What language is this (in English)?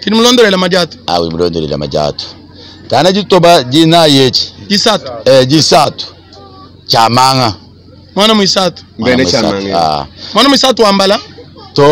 Luba-Lulua